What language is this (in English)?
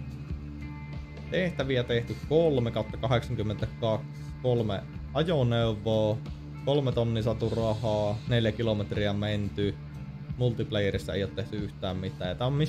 Finnish